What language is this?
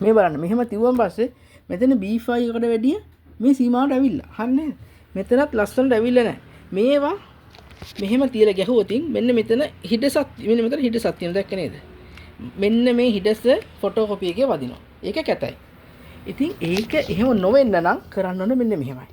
Sinhala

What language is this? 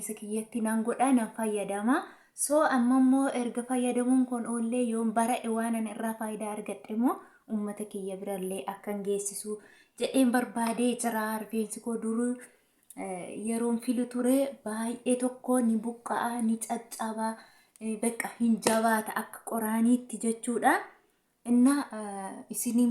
Oromo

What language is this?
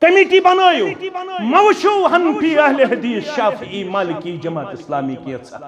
Kashmiri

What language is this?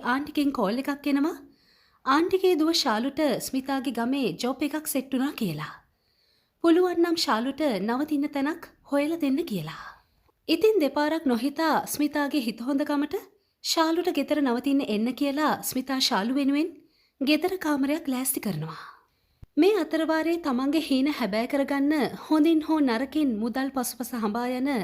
Sinhala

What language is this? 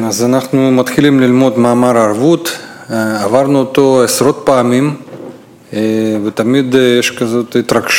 Hebrew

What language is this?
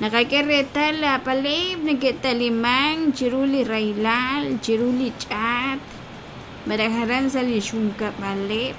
Kekchí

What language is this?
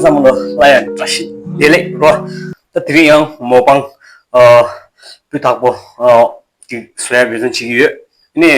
Tibetan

